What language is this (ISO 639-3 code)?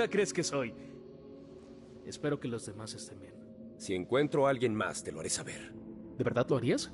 spa